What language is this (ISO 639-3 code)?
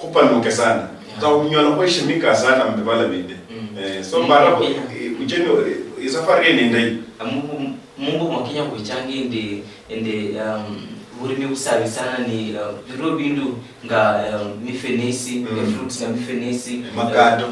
luy